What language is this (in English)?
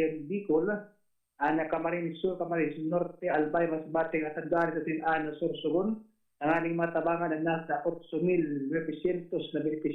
Bikol